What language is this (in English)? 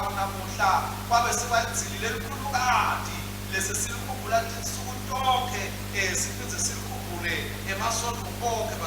Swati